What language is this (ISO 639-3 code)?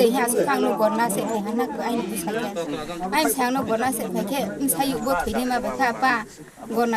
trp